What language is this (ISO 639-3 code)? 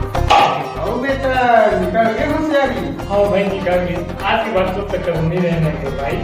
hne